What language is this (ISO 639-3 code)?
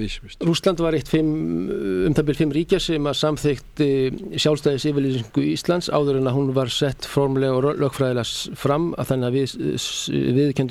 isl